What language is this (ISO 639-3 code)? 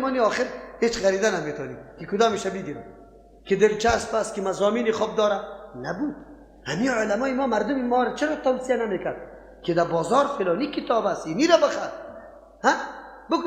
fas